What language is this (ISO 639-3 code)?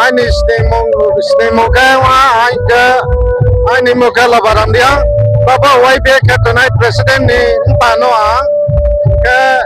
ria